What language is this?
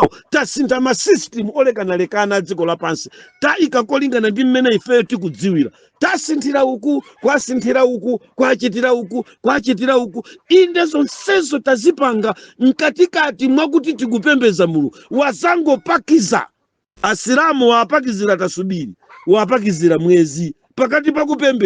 Nyanja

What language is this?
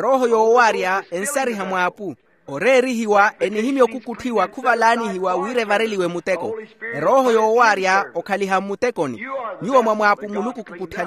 Makhuwa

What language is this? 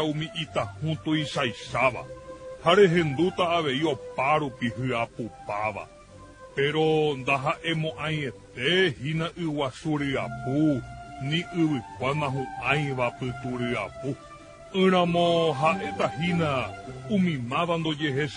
Guarani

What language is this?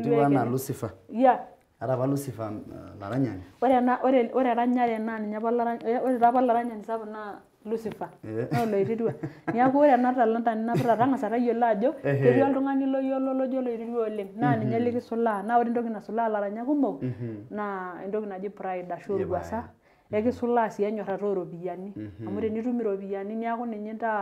Masai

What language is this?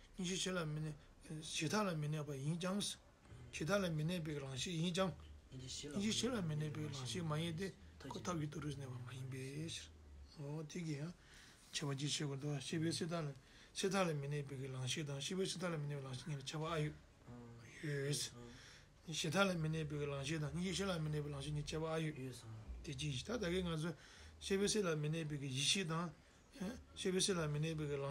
Tibetan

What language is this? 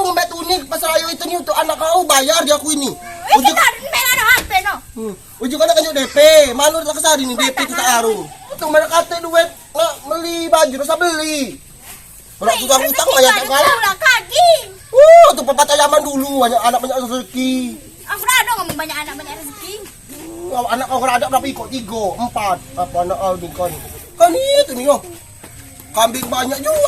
Musi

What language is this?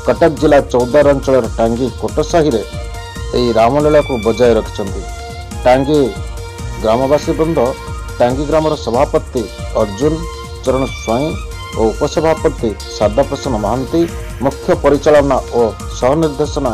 Odia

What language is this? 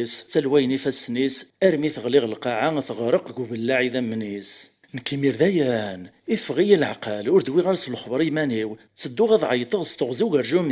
Kabyle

